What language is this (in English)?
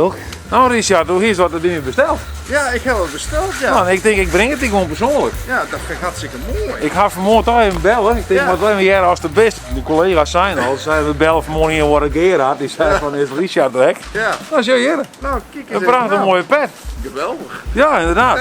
Western Frisian